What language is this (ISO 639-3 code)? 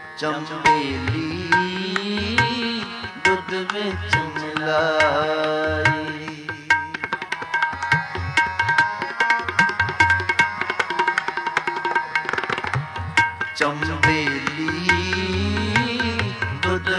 pan